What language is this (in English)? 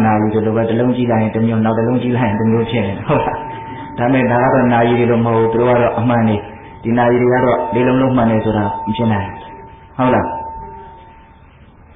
Burmese